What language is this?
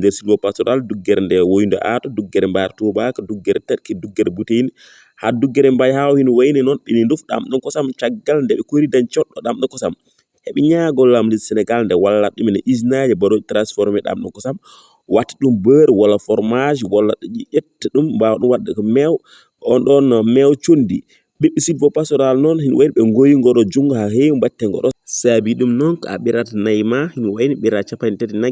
Fula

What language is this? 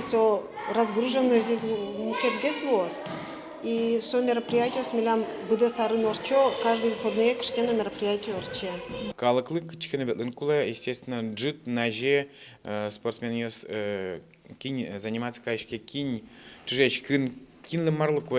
Udmurt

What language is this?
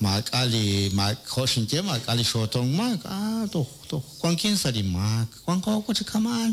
Kekchí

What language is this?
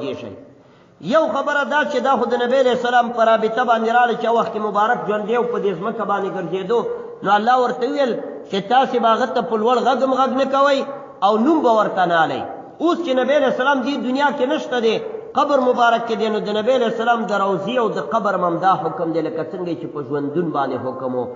Pashto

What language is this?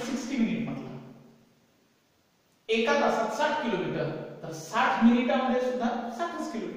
Marathi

